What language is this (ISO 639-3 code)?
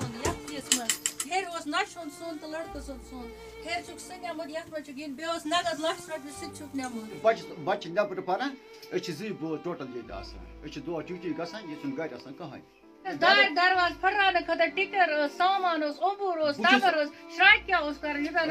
kas